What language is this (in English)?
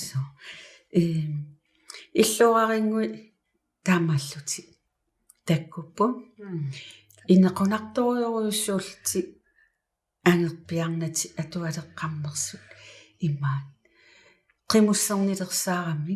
Kalaallisut